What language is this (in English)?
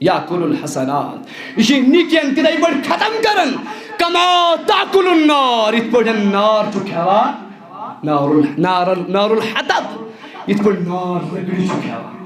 Kashmiri